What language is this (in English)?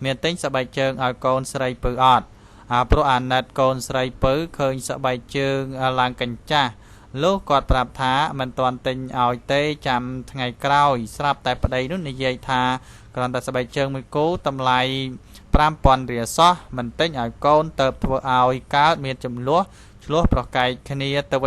Khmer